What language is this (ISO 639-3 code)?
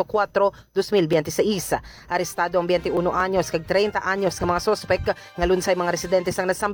hil